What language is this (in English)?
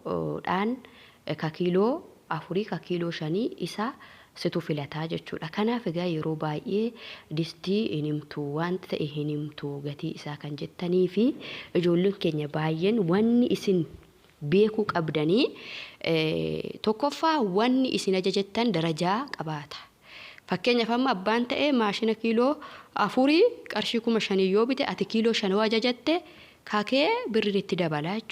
Oromo